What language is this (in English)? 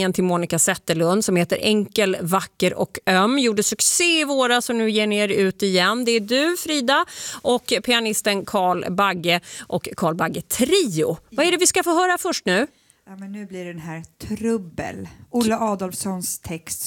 Swedish